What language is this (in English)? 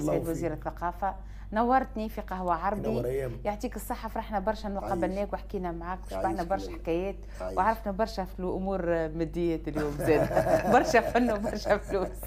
Tunisian Arabic